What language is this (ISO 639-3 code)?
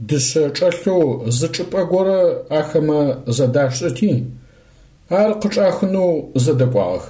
ady